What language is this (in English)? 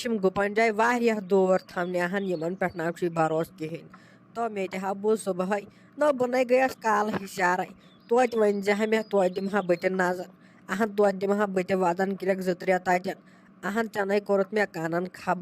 Kashmiri